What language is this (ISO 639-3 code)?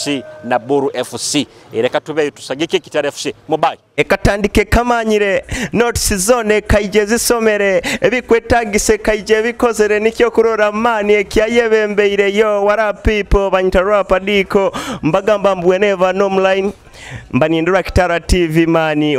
nyo